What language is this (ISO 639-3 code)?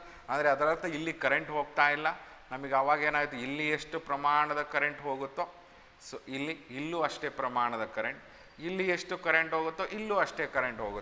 kan